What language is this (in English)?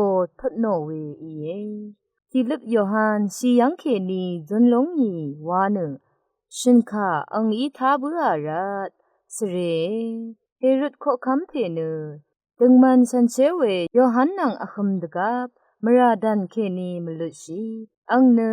Rawang